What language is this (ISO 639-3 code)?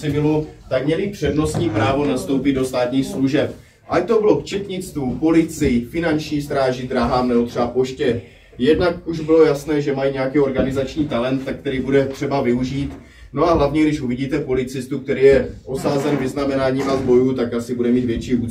ces